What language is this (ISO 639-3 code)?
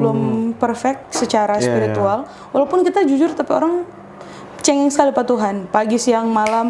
xmm